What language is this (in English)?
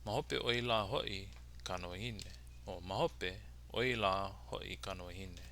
Hawaiian